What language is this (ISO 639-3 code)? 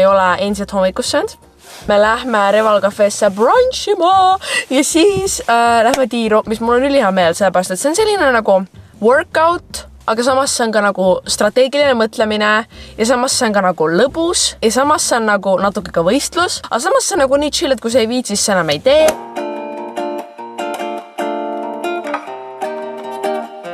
est